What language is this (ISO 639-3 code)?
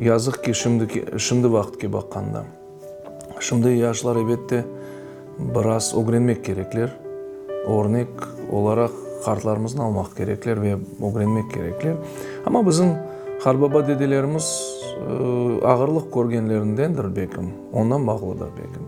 crh